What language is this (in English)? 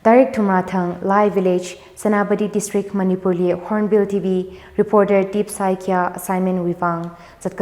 Tangkhul Naga (India)